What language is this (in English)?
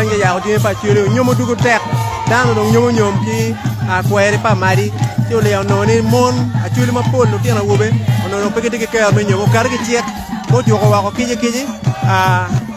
Acoli